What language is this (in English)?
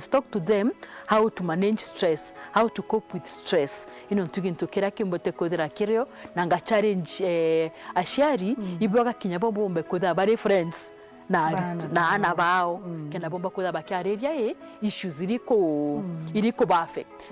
Meru